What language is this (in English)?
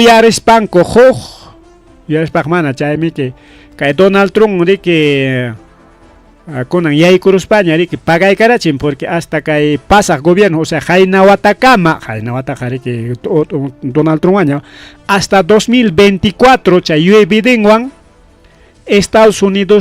Ayacucho Quechua